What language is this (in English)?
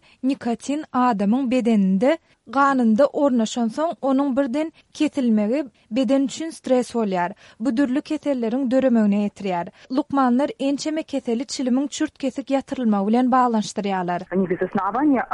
Kyrgyz